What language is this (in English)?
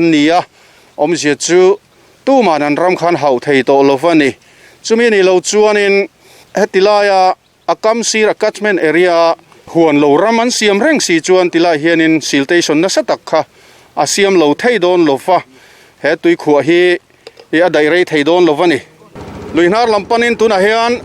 Mizo